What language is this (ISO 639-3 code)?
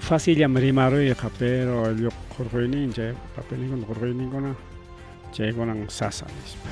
quy